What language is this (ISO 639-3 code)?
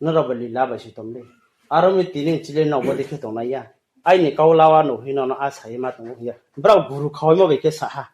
ria